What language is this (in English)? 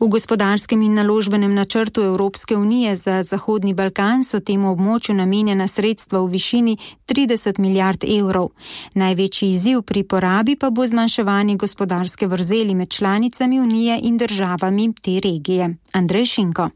Slovenian